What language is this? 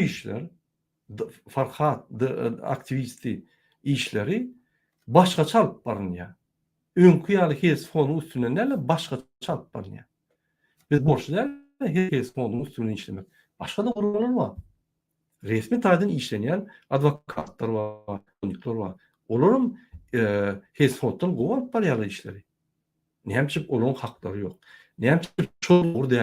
Turkmen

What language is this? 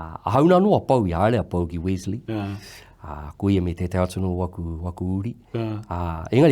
Māori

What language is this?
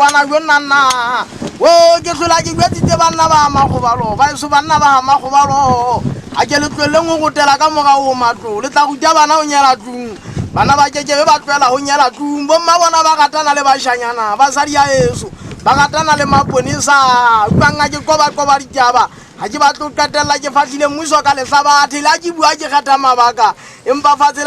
Southern Sotho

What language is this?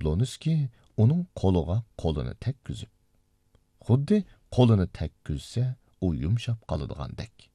Uyghur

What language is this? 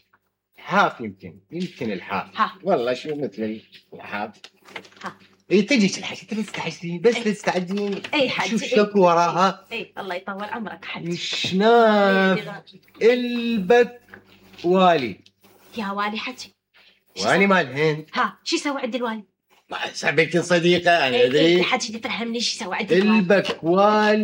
Mesopotamian Arabic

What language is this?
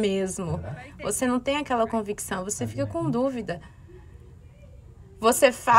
Portuguese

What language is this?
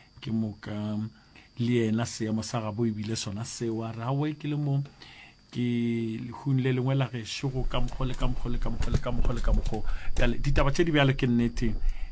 Northern Sotho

